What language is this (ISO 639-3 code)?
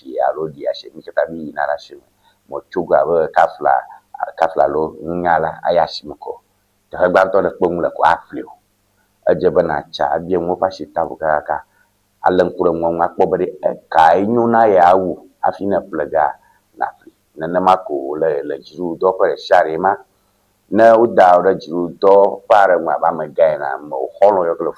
ewe